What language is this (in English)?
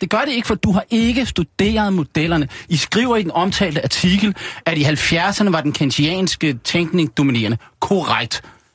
Danish